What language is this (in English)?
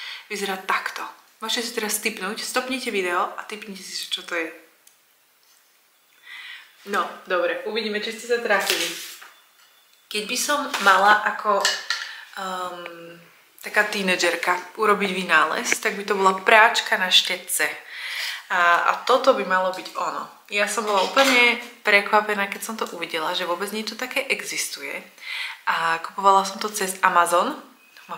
Slovak